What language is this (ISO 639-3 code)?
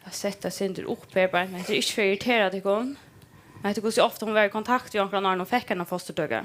fao